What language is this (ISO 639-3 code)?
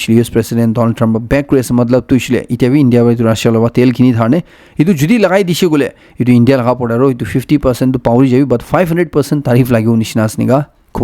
nag